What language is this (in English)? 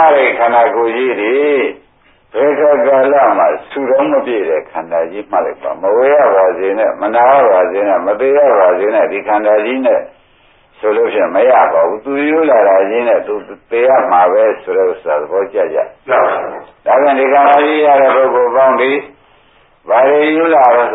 Burmese